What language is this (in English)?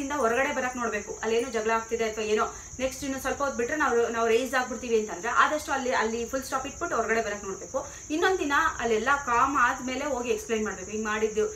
Kannada